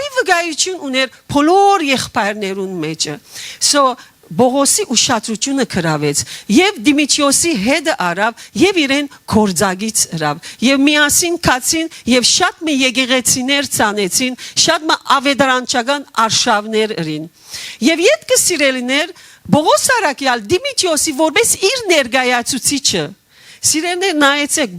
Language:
Western Armenian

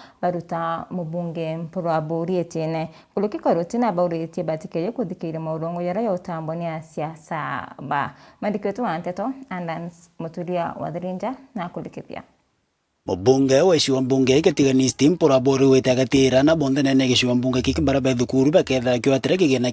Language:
Meru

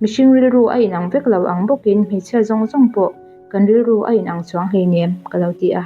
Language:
Mizo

